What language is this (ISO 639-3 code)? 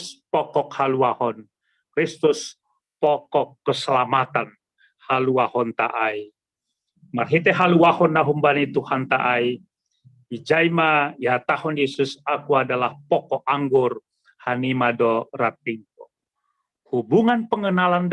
bts